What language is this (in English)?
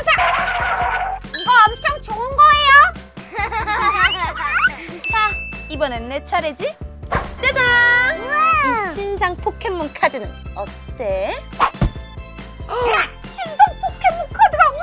Korean